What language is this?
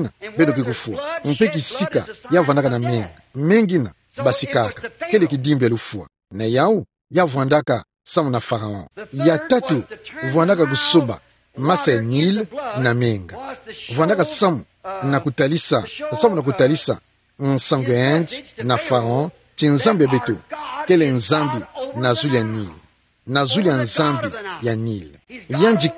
Kituba (Democratic Republic of Congo)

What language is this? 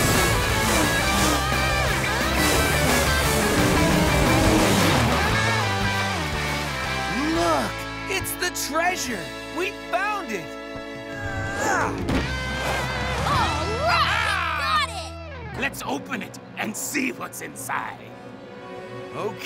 English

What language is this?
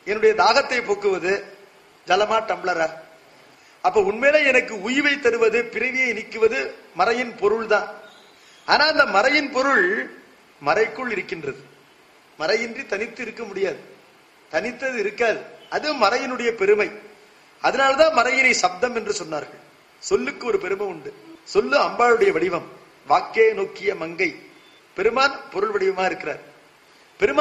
Tamil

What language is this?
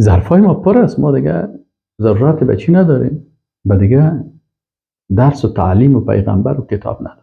Persian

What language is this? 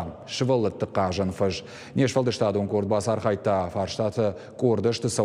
Ossetic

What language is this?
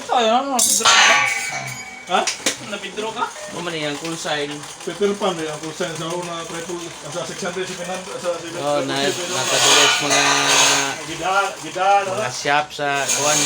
Cebuano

